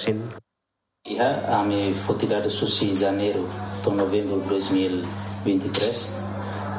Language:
Tetum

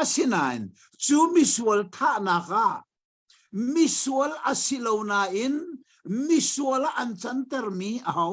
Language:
Hakha Chin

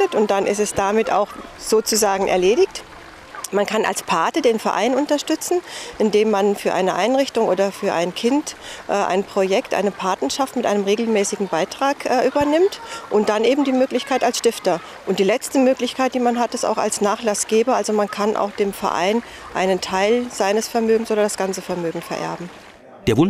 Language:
German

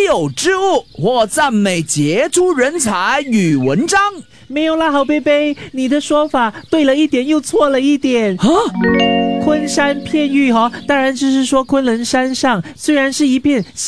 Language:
Chinese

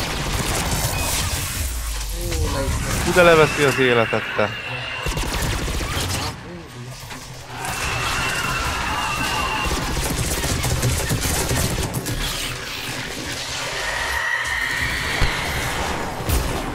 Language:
Hungarian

